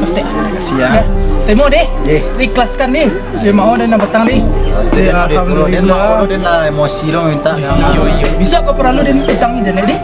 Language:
Minangkabau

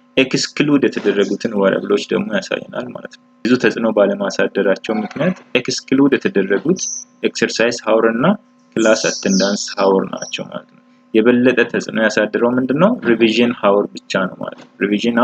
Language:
Amharic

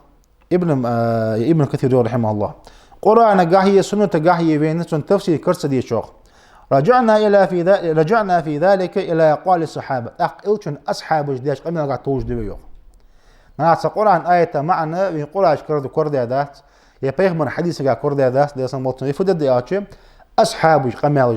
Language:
Ingush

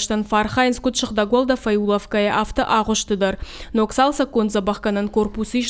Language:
Ossetic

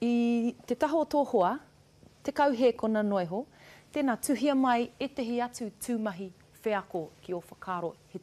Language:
Māori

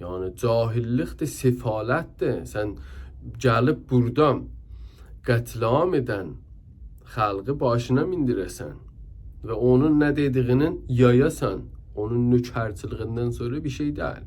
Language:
South Azerbaijani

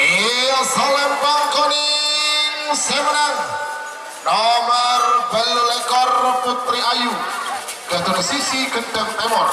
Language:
Madurese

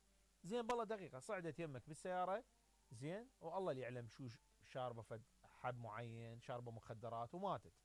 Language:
Mesopotamian Arabic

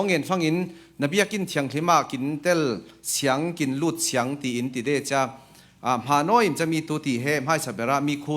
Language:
Falam Chin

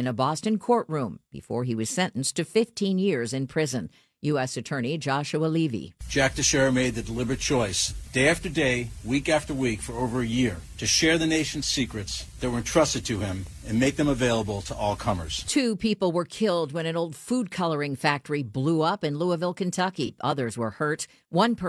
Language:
English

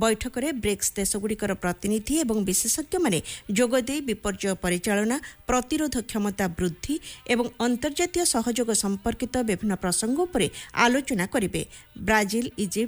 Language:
Odia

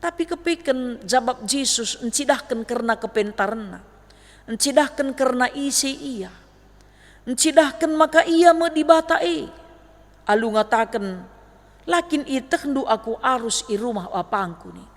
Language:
Batak Karo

